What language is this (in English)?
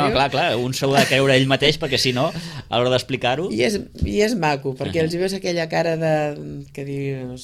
Catalan